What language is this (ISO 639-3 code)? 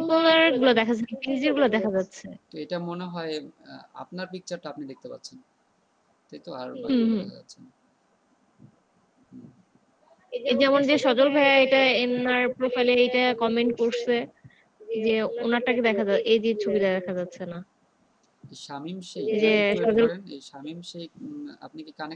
ben